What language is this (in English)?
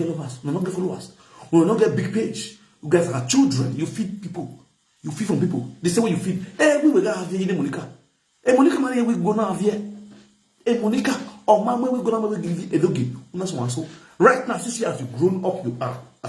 Nigerian Pidgin